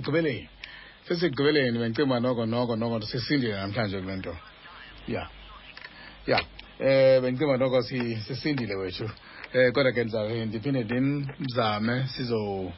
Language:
Xhosa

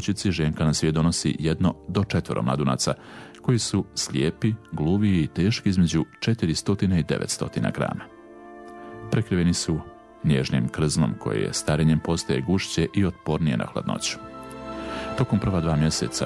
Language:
Bosnian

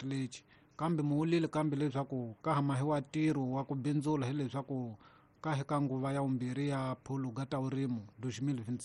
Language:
Tsonga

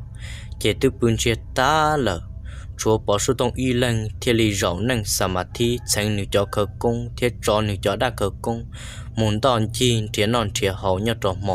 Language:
Hmong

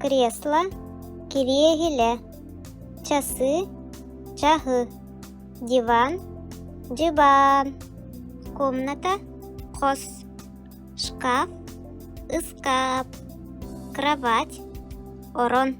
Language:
Yakut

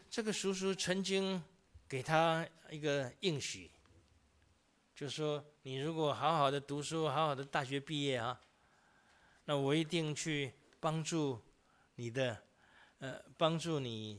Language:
Chinese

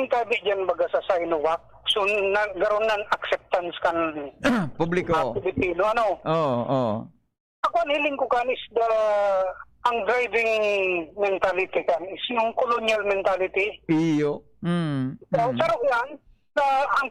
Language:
Bikol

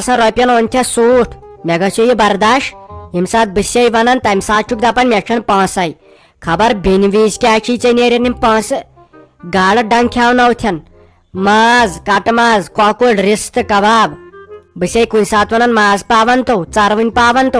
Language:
Kashmiri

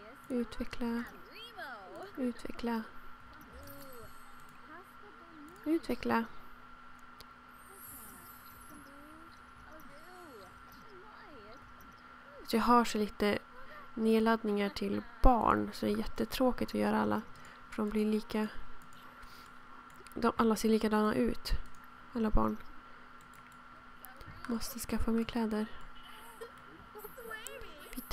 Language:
Swedish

